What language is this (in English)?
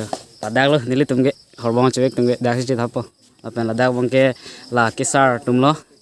Karbi